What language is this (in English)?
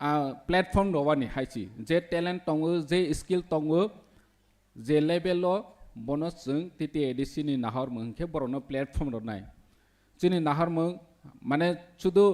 Kok Borok